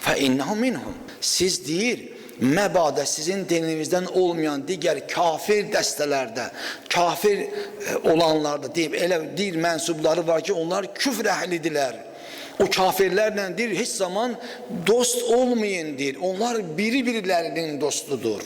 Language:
Azerbaijani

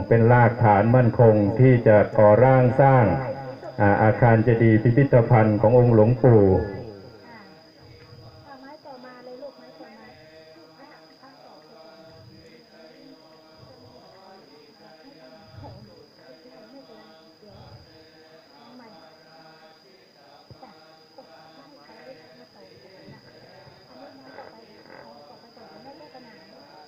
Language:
Thai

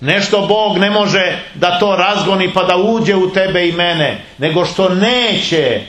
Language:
Serbian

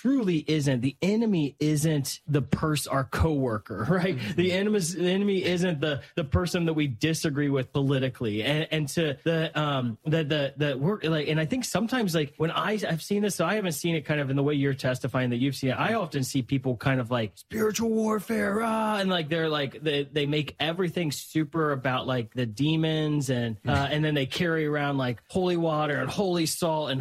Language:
English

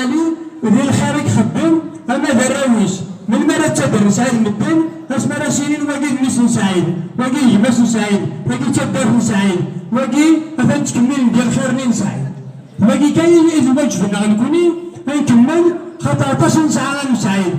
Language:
Kabyle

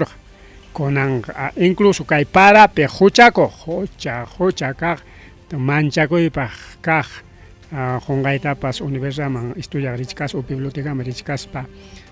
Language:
Ayacucho Quechua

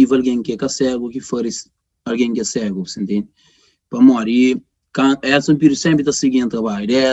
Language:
Kabuverdianu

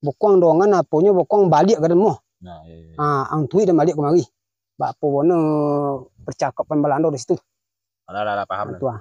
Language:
Minangkabau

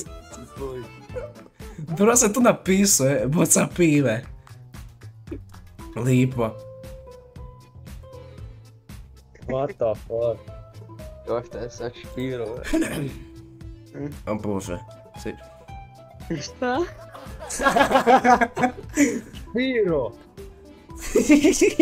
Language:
Croatian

